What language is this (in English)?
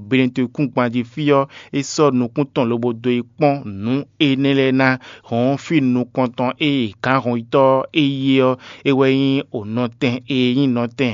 Fon